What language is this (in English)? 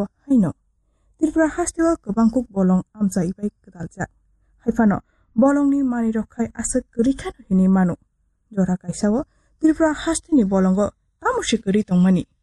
Kok Borok